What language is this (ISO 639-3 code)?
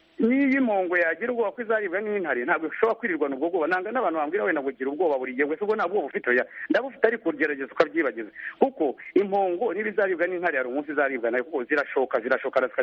kin